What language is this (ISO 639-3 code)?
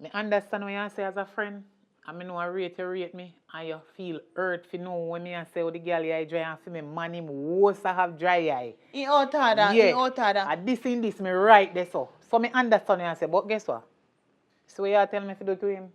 jam